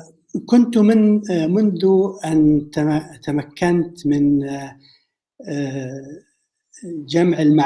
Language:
North Levantine Arabic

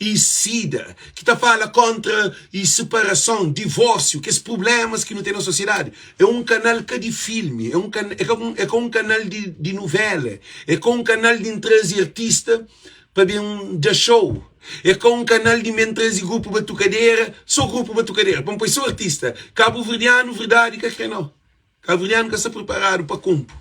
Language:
Kabuverdianu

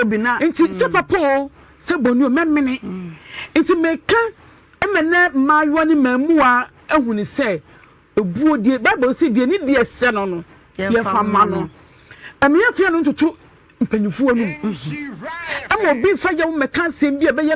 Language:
Akan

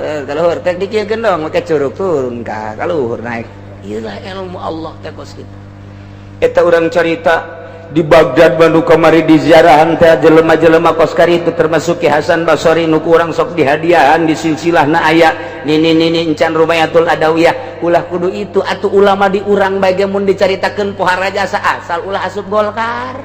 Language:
Sundanese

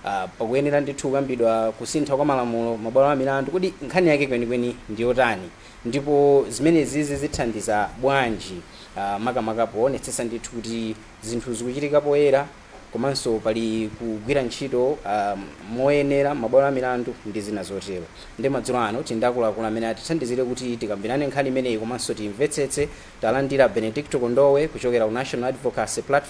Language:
Nyanja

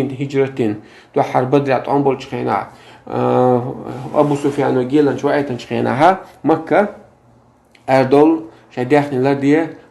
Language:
Chechen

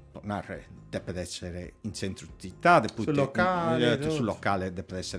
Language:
Sardinian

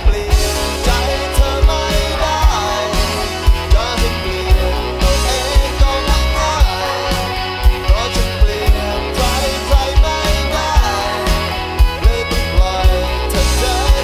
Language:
Thai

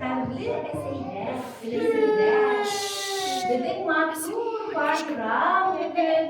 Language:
Bashkir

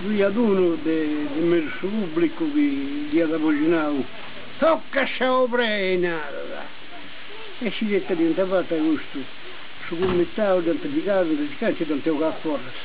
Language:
Sardinian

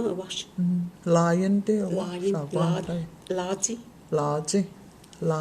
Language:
Cherokee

